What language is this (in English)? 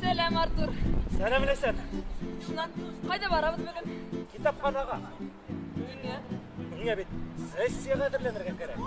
Bashkir